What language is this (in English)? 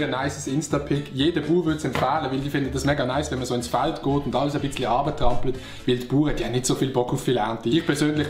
Swiss German